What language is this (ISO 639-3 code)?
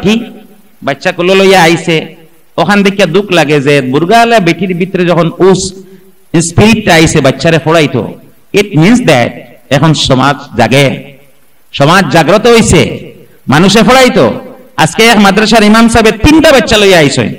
syl